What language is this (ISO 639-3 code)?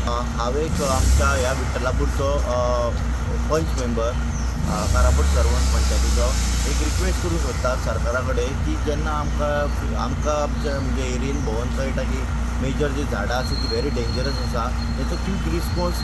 kok